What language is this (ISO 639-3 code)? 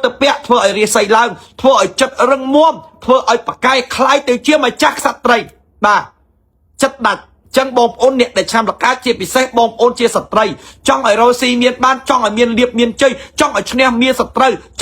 khm